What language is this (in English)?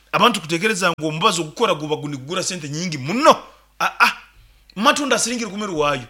Nyankole